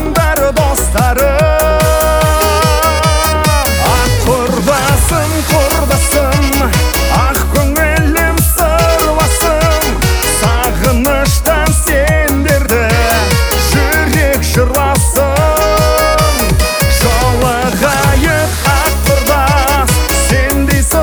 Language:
Kazakh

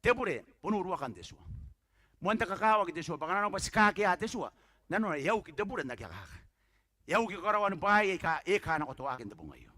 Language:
Gilbertese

